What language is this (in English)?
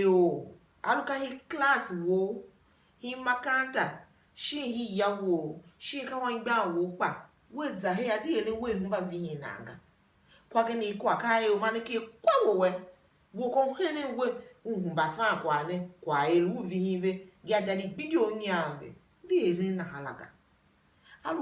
Tiv